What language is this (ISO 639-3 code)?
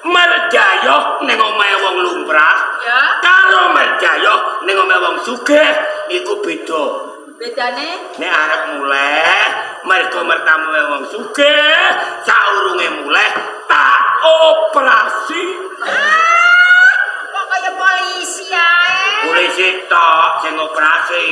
jav